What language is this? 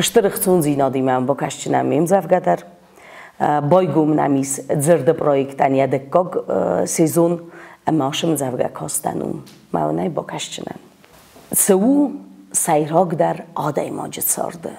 Ossetic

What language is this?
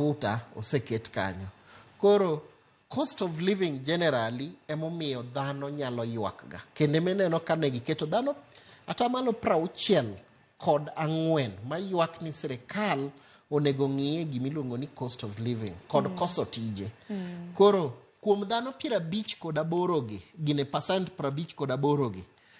Luo (Kenya and Tanzania)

